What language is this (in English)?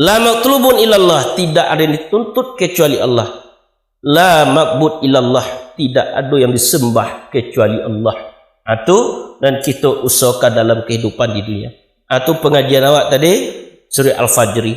Minangkabau